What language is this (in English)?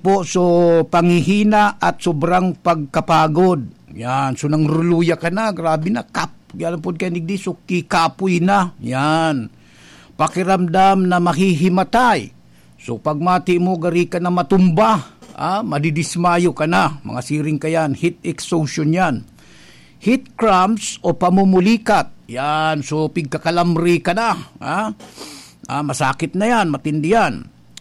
Bikol